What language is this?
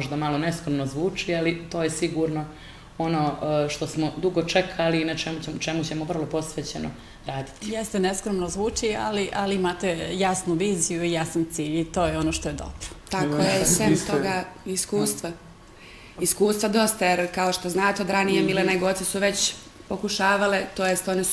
Bosnian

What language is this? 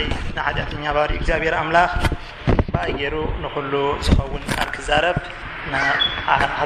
Tigrinya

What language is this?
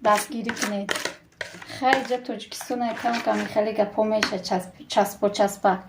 Tajik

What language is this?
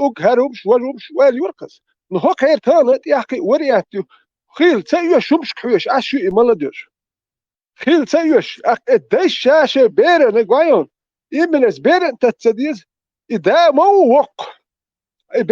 Chechen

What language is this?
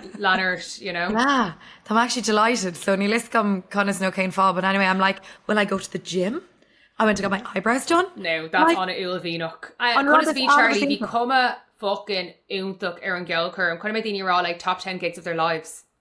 Irish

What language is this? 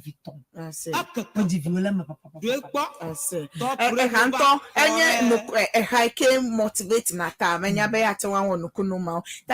Ewe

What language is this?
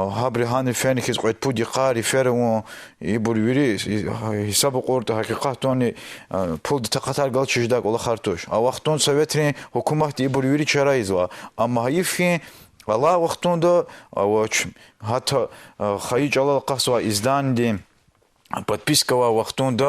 Lezghian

